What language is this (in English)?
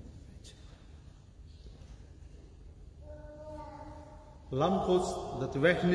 Dutch